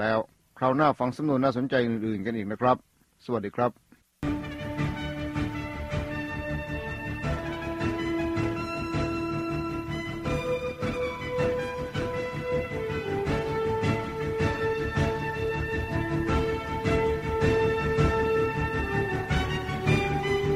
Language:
Thai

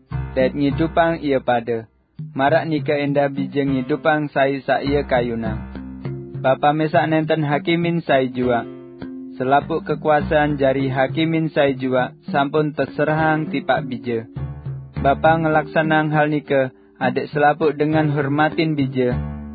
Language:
Sasak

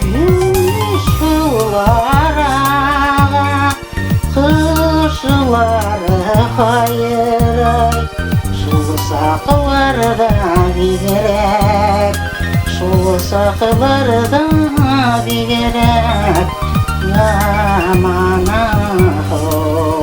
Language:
Bashkir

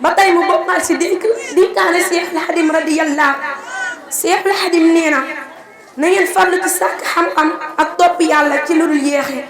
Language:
Wolof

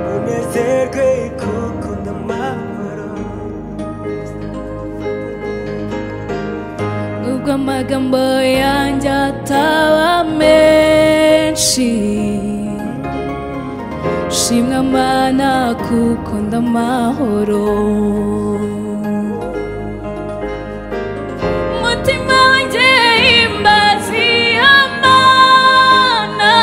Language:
Kinyarwanda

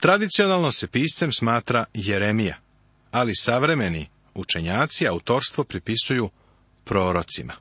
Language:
Serbian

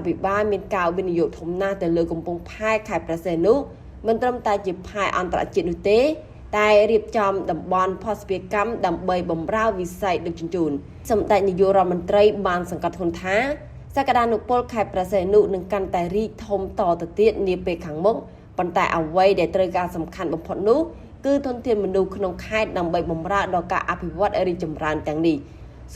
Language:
Khmer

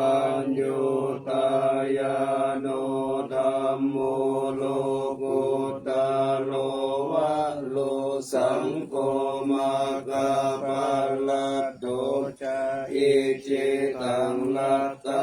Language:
Pali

